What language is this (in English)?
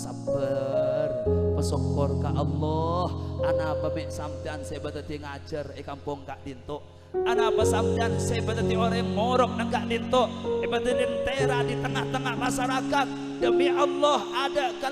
Madurese